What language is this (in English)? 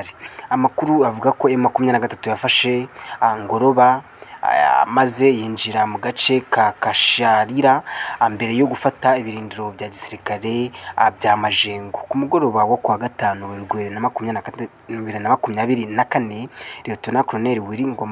Kinyarwanda